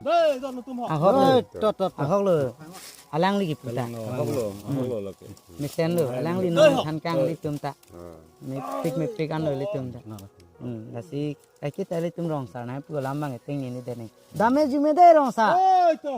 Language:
Karbi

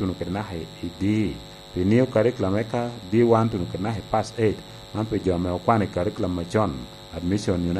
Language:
Lango (Uganda)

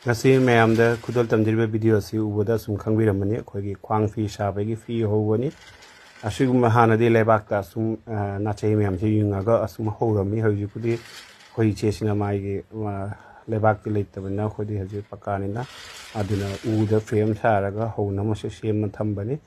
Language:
Manipuri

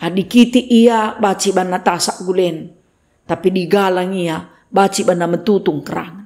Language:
Batak Karo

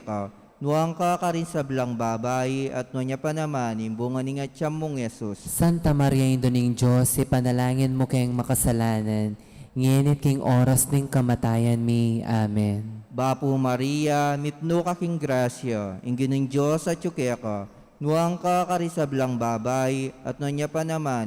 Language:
Pampanga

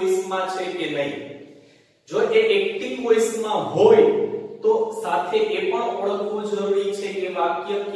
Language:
Gujarati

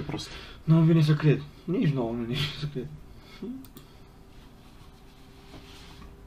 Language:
Romanian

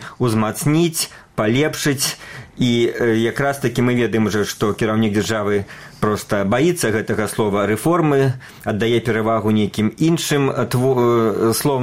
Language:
Belarusian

